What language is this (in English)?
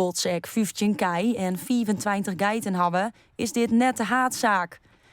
Western Frisian